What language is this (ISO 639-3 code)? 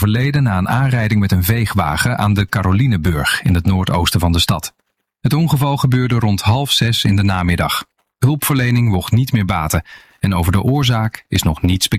nld